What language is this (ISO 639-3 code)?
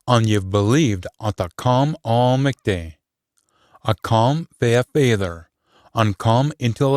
sco